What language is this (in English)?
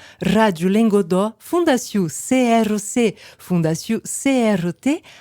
Occitan